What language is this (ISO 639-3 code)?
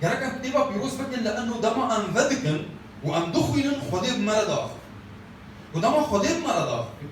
kur